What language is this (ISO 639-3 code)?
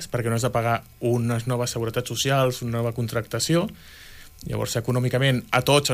cat